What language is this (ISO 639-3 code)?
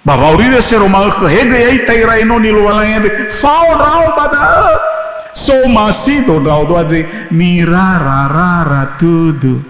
nia